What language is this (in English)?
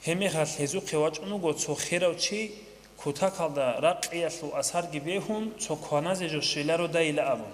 Avaric